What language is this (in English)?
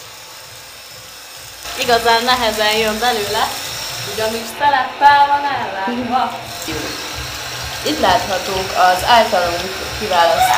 Hungarian